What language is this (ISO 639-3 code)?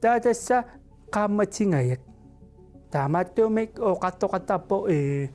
kal